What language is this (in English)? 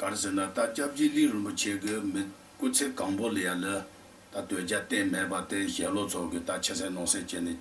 Tibetan